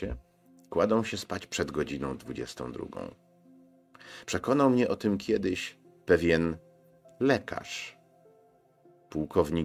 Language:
Polish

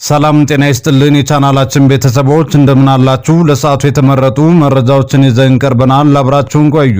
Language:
Amharic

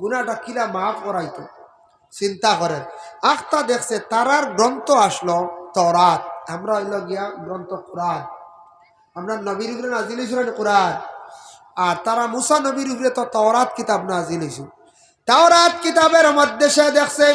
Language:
Sylheti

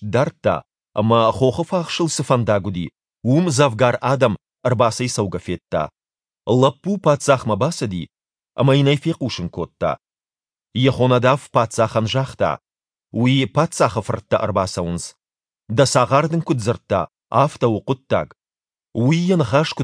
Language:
Ossetic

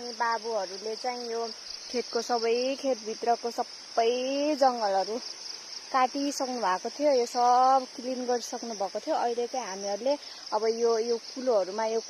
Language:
Nepali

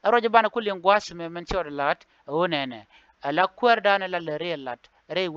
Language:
Nuer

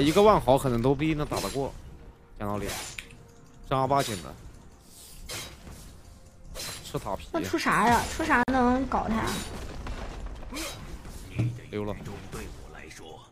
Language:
Chinese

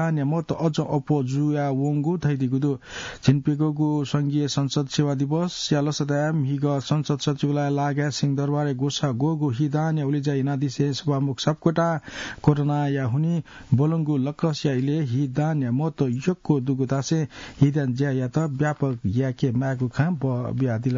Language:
Newari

